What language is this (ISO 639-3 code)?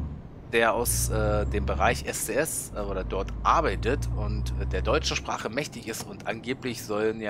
deu